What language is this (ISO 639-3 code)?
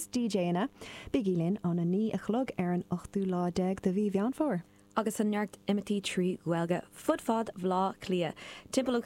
gle